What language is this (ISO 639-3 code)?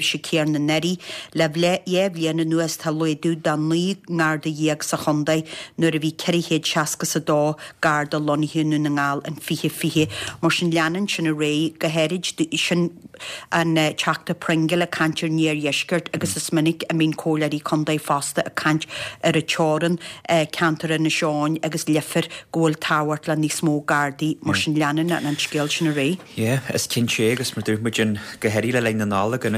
gle